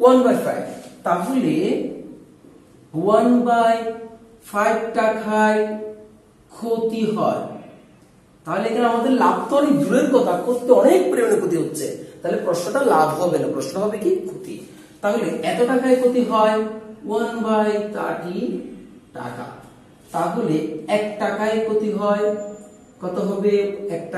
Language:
Bangla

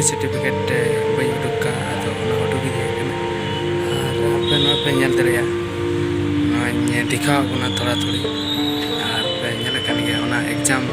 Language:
Santali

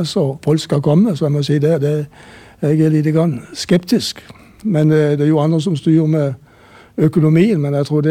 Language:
Norwegian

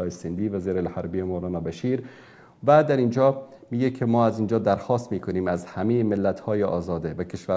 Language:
Persian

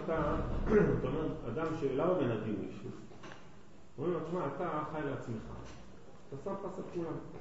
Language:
Hebrew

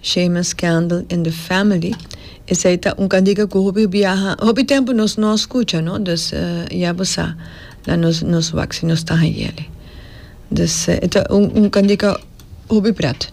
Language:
Papiamento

